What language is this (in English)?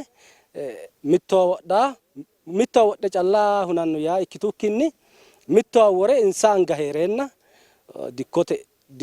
Sidamo